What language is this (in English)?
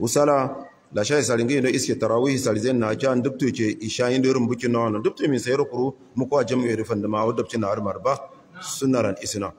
Hausa